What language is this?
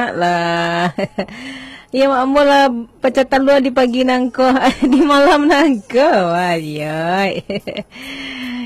Minangkabau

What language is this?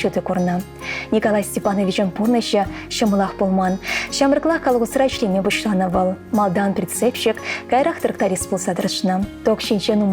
Chuvash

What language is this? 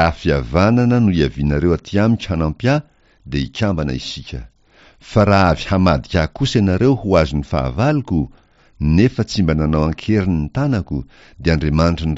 Malagasy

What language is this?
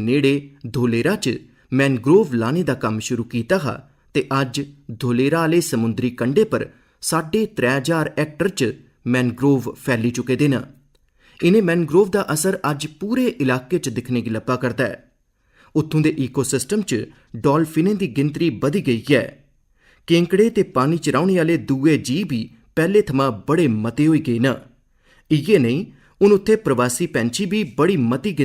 Dogri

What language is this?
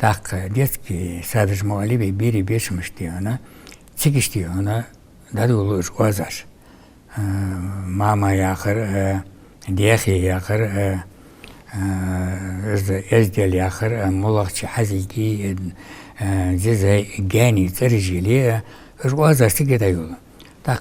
Ingush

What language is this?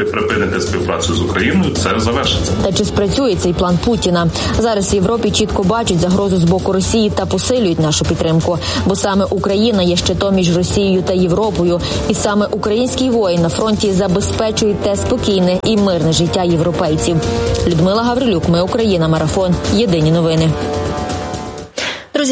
Ukrainian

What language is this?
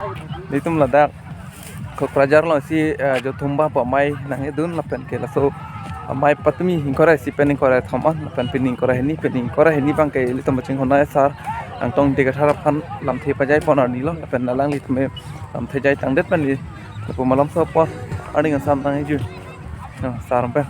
Karbi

